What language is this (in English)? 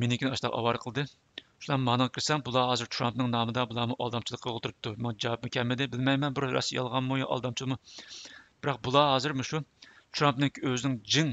Uyghur